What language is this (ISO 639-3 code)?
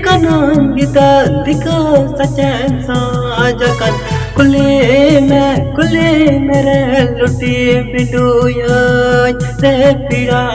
sat